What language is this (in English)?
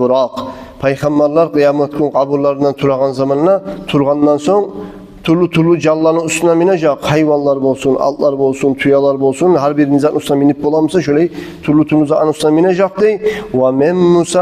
Kumyk